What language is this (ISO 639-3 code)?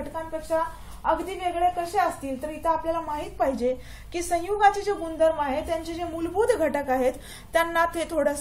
mar